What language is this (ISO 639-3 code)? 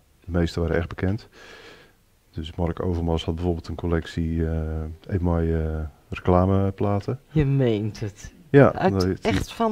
nld